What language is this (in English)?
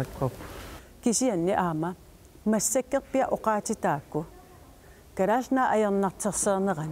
Kalaallisut